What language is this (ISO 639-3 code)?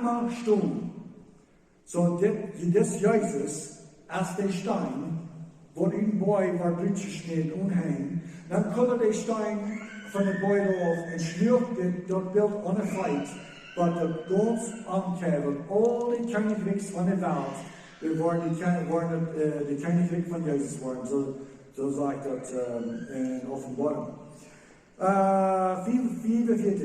pdt